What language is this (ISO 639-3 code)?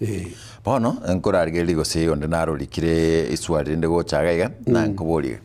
guz